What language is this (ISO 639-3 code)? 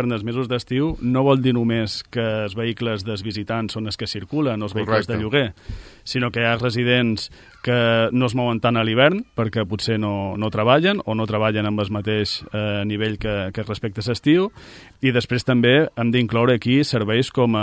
cat